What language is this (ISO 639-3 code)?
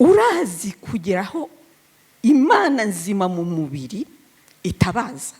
kin